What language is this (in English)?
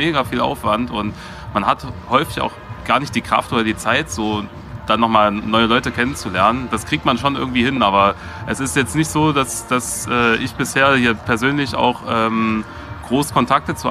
German